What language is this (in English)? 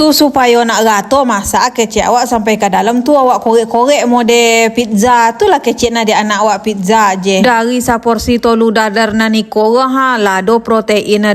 Minangkabau